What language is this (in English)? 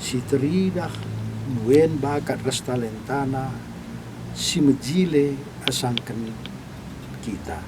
Batak Karo